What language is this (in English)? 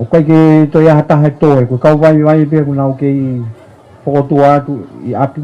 Tongan